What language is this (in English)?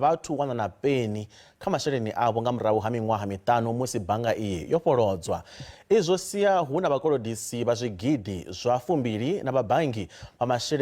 Venda